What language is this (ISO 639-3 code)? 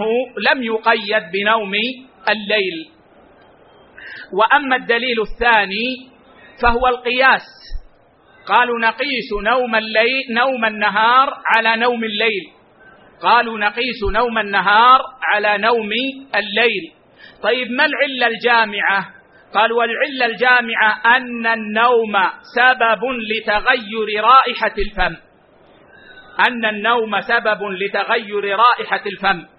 ara